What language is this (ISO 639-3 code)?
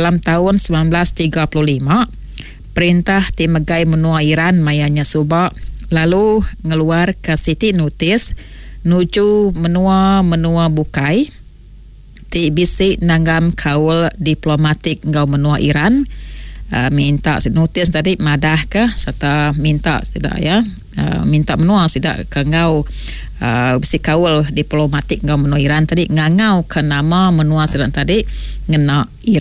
iba